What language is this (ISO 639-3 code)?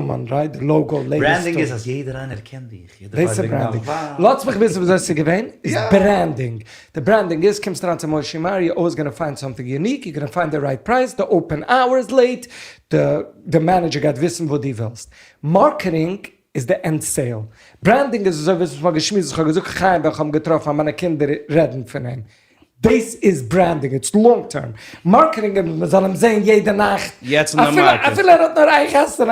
yid